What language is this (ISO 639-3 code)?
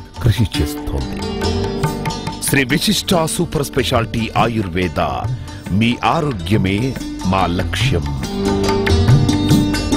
tel